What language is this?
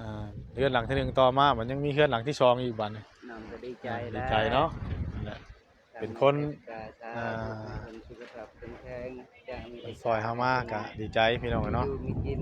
Northeastern Thai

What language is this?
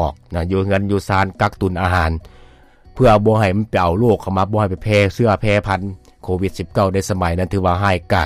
Lao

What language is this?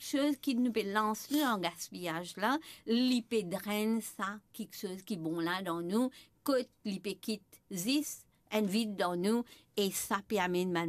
Morisyen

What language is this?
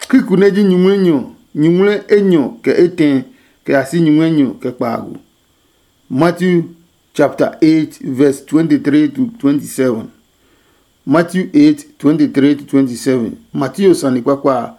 Adangme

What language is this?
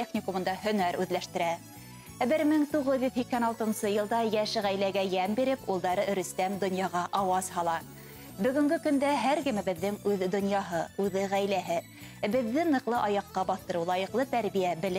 Bashkir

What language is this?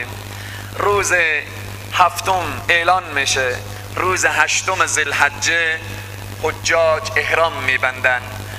Persian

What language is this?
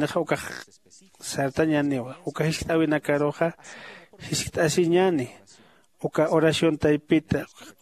Aymara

